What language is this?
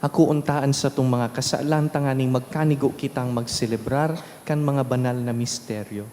Bikol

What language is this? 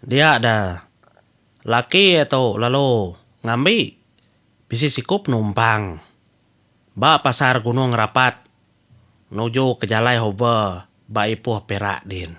Iban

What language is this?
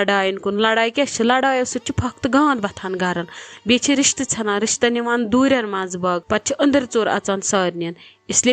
Kashmiri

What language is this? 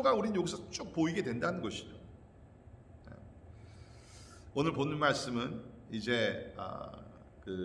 Korean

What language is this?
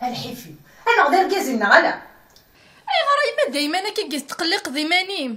Kabyle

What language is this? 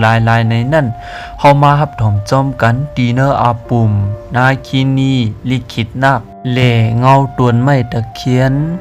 Shan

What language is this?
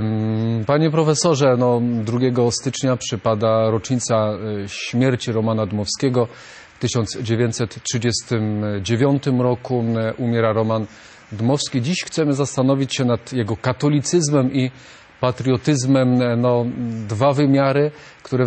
Polish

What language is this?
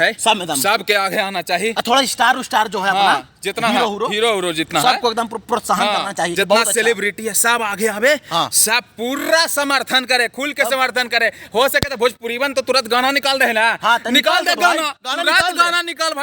Magahi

